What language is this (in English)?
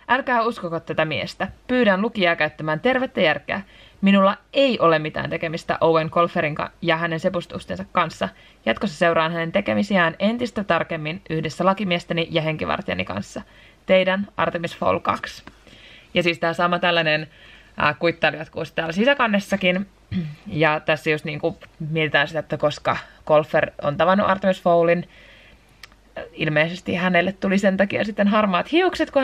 Finnish